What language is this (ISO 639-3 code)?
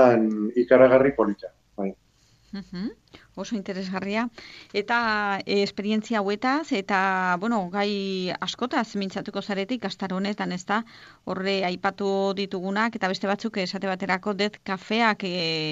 eus